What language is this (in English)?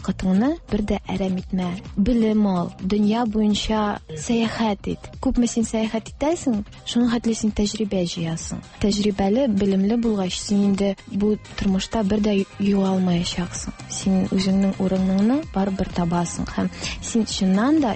Tatar